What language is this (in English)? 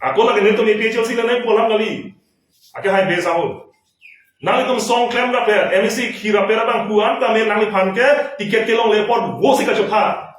Karbi